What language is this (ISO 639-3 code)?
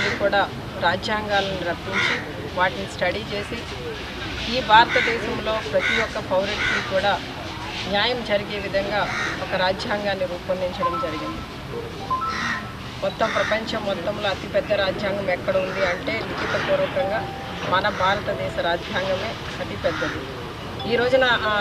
tel